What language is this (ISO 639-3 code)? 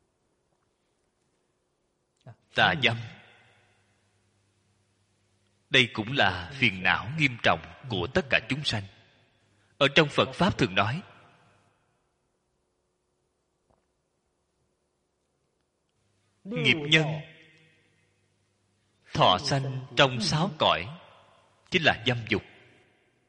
vie